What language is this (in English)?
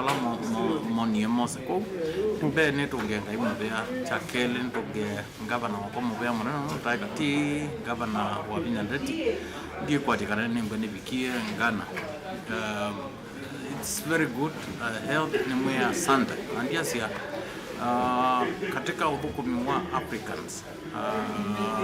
Kamba